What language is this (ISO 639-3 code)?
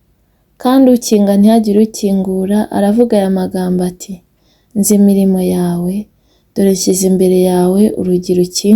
kin